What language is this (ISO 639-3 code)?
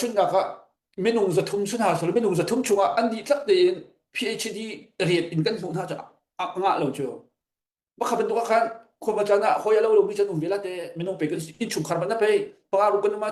cnh